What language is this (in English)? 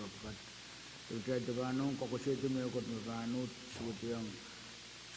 Pohnpeian